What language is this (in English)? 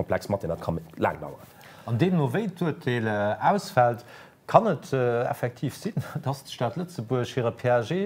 Luxembourgish